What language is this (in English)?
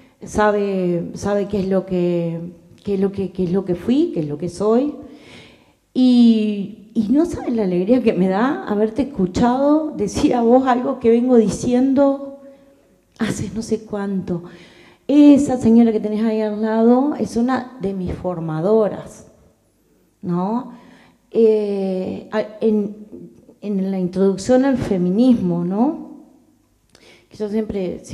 Spanish